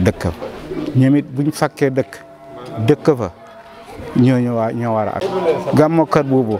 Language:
Wolof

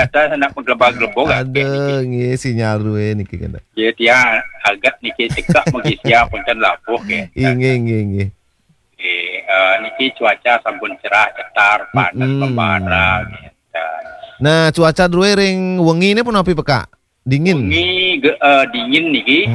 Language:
Balinese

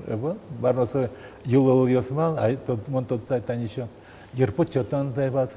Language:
Udmurt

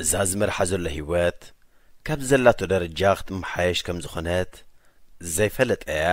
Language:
Tigrinya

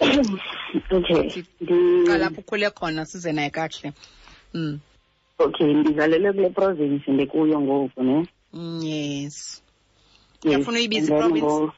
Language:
Xhosa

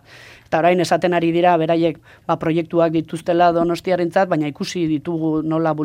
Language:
Basque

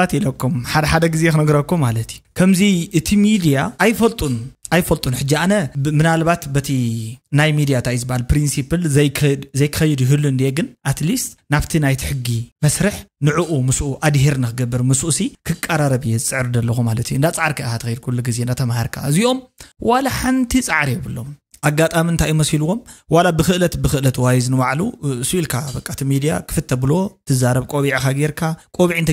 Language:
Tigrinya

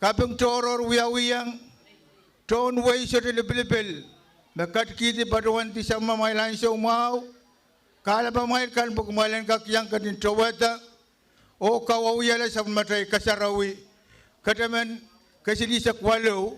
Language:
Pohnpeian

